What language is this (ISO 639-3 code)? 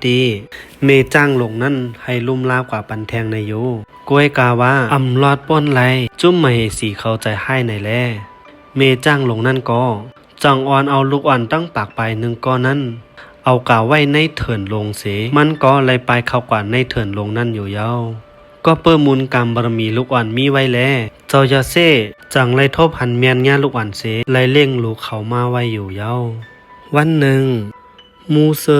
shn